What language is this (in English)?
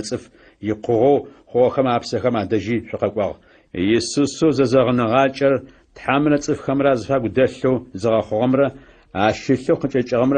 Adyghe